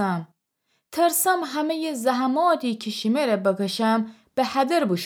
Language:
Gilaki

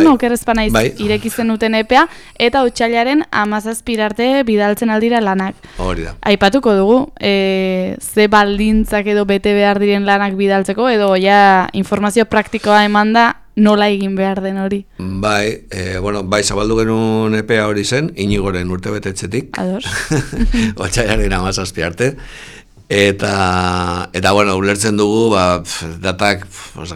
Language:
Basque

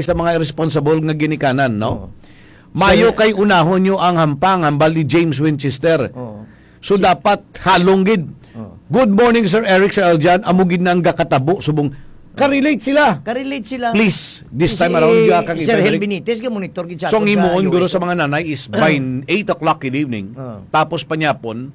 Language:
Hiligaynon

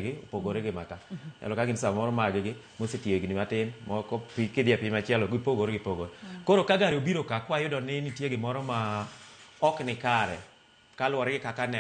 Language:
Luo (Kenya and Tanzania)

